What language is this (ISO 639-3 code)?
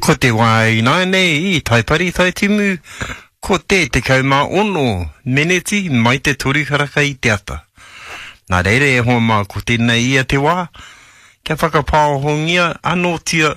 mri